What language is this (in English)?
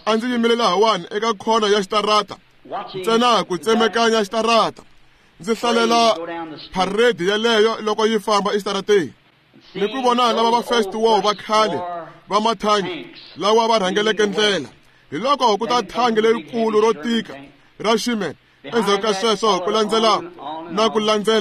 Tsonga